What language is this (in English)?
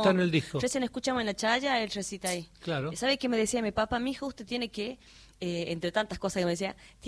Spanish